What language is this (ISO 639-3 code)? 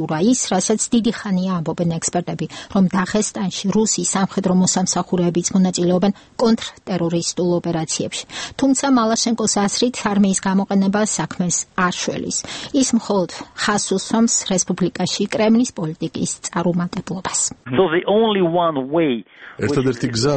kat